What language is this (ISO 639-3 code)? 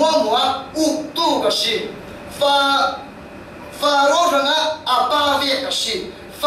cfm